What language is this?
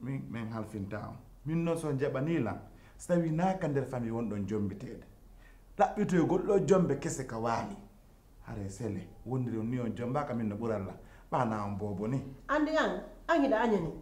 Pular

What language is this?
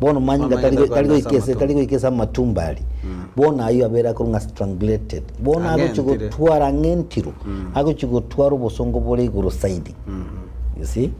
Gusii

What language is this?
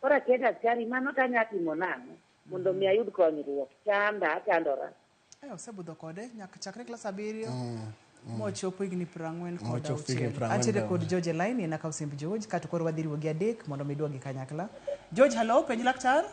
Luo (Kenya and Tanzania)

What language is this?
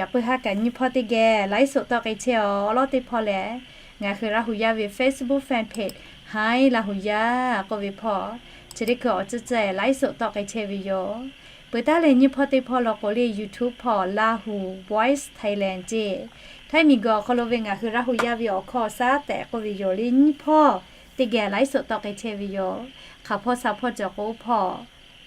Lahu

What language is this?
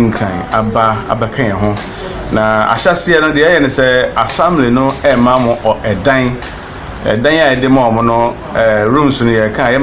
Akan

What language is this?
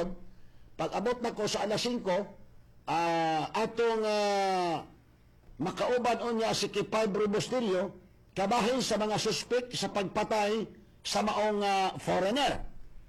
Cebuano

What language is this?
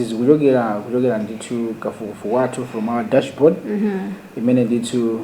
Nyanja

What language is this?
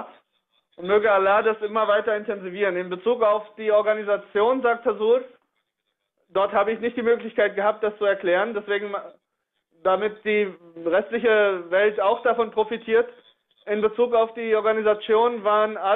German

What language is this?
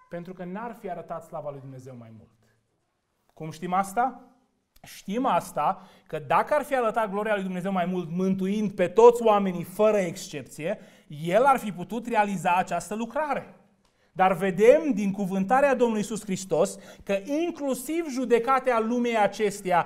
Romanian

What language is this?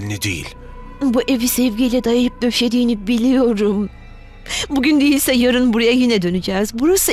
Turkish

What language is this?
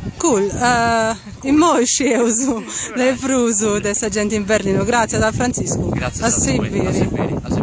Sardinian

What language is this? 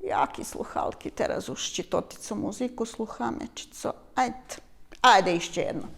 Rusyn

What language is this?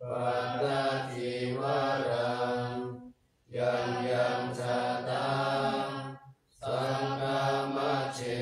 Pali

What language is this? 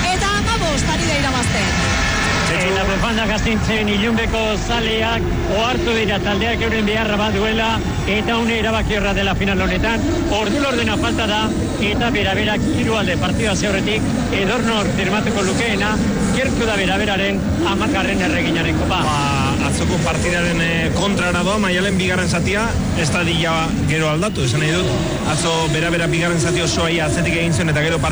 Basque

